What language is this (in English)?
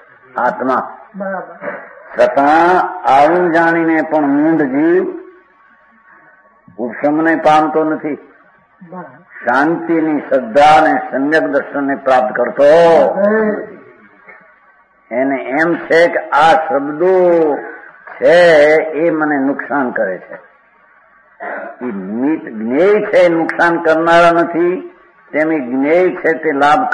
Gujarati